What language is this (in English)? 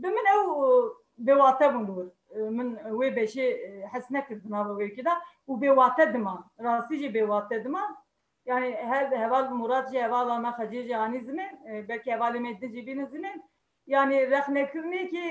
Kurdish